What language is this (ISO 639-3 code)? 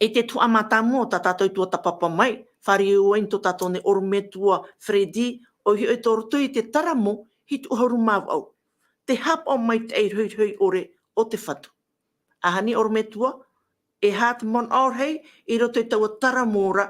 tah